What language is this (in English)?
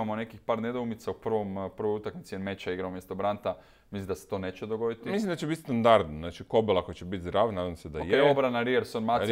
Croatian